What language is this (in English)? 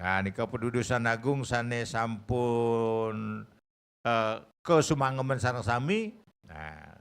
Balinese